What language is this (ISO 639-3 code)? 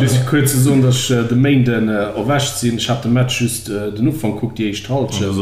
ltz